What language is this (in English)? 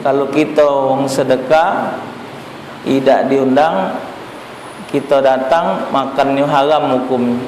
Musi